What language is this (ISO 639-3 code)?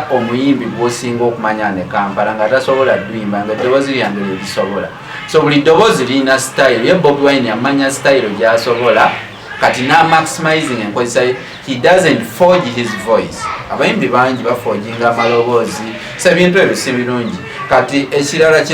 lug